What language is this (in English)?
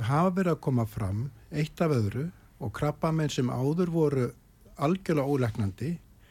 Icelandic